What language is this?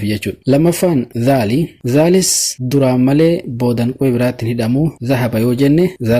Oromo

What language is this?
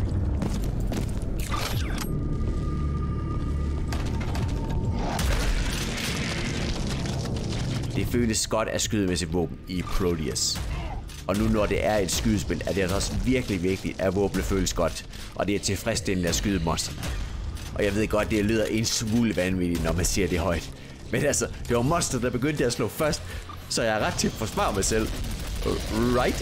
Danish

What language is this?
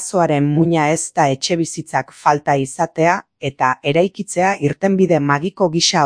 Basque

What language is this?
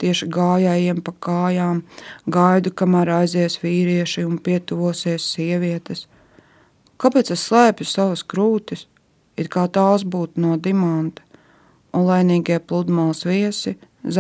Latvian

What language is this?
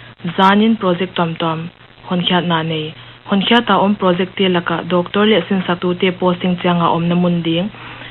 Paite Chin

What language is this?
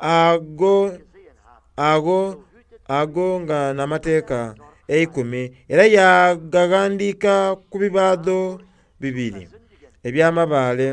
Soga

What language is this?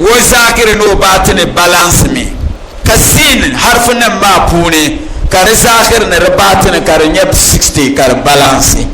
Dagbani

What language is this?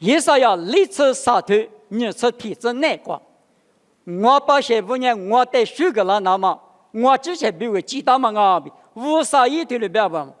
Lisu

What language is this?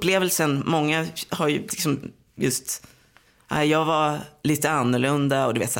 Swedish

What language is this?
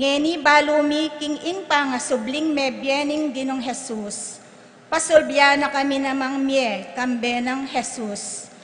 Pampanga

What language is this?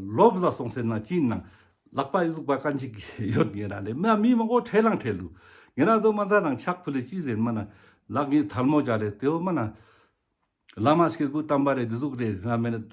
Ladakhi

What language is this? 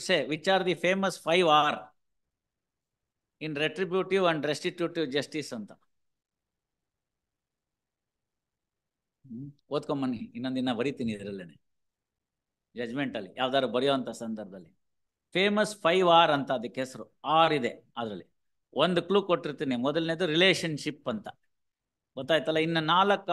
Kannada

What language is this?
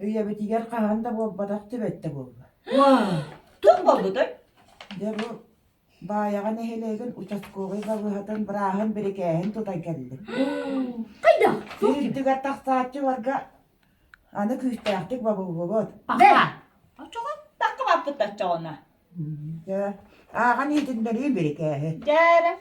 Yakut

